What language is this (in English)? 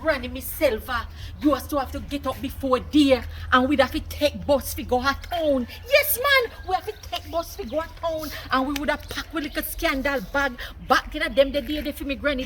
Jamaican Creole English